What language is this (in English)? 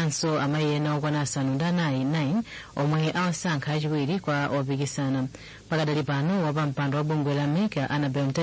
Nyanja